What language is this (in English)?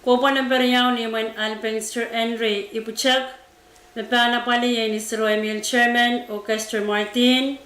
Pohnpeian